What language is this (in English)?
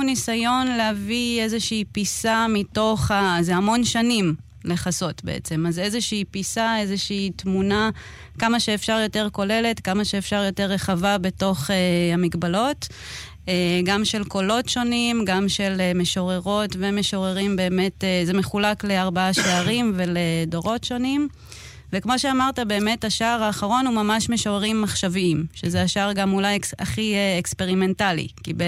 Hebrew